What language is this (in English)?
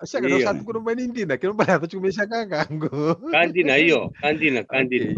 Fijian